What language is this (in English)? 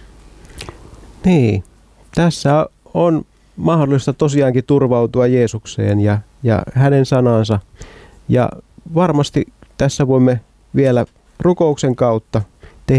Finnish